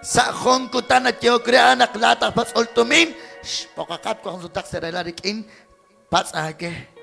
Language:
Kekchí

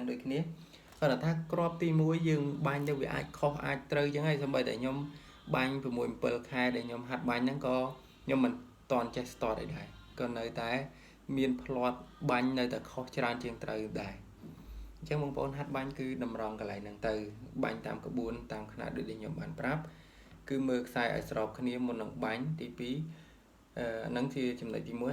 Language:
Khmer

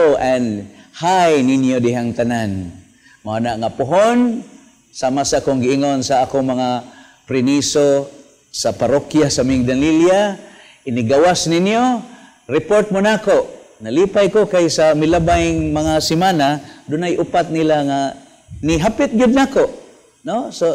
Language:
Cebuano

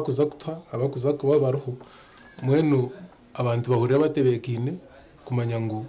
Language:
Nyankole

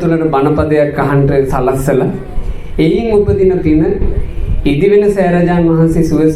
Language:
Sinhala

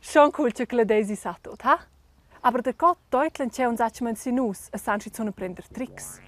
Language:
Romansh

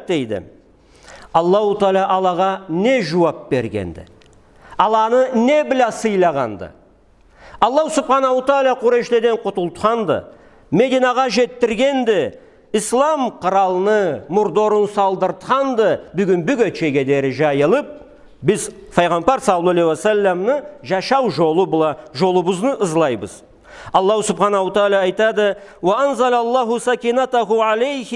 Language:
Karachay-Balkar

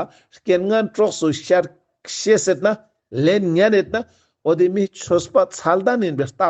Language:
Ladakhi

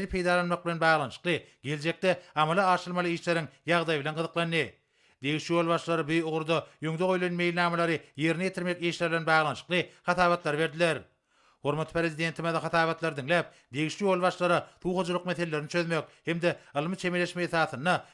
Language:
Turkmen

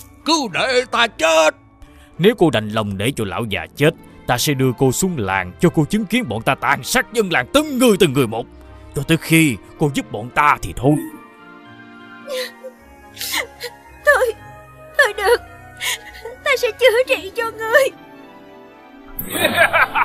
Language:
Vietnamese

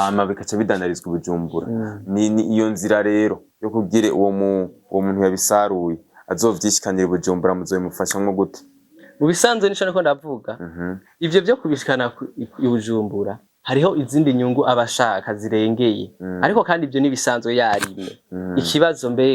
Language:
Rundi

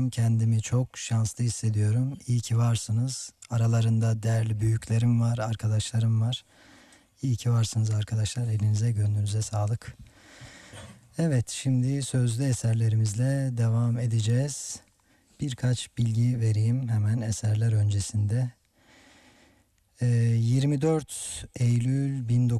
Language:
Turkish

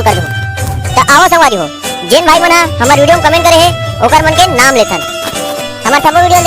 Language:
Chhattisgarhi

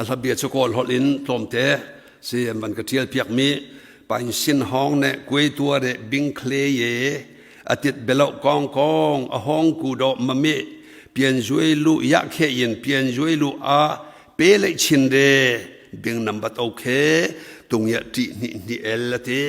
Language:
Hakha Chin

